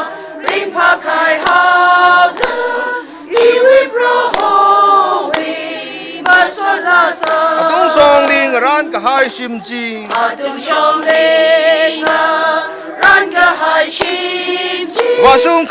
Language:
Tangkhul Naga (India)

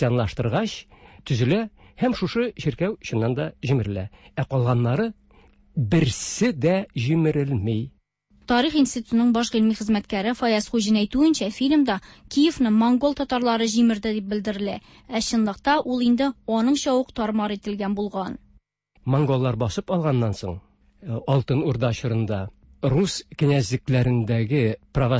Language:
Tatar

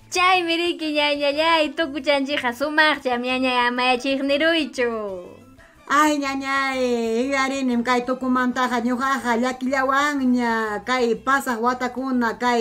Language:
Ayacucho Quechua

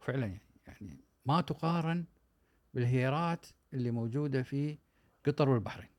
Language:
Gulf Arabic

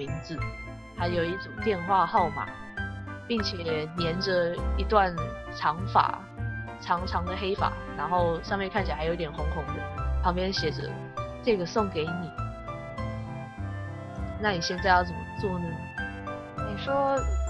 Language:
Chinese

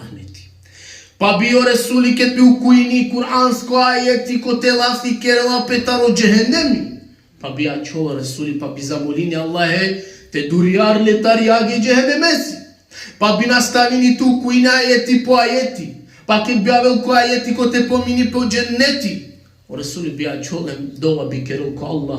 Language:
Balkan Romani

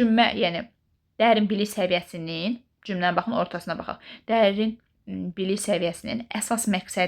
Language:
Azerbaijani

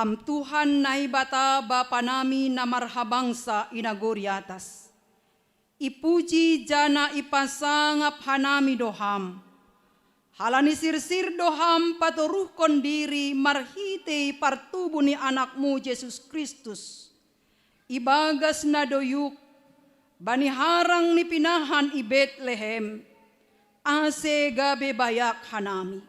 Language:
Batak Simalungun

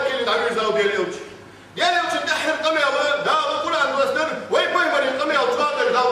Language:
Ingush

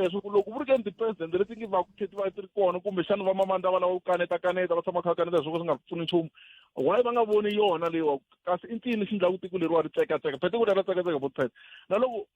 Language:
Tsonga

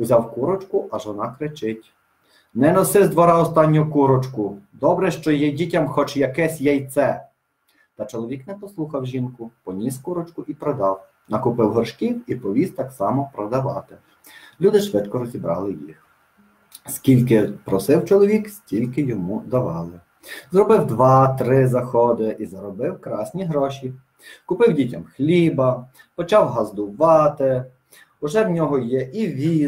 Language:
Ukrainian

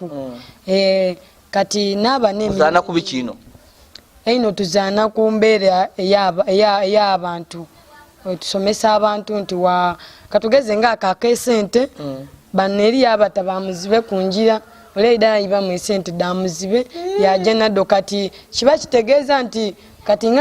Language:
Soga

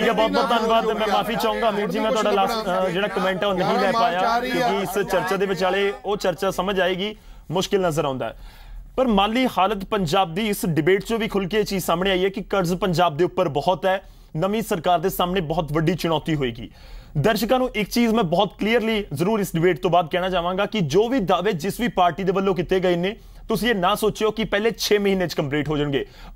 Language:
Punjabi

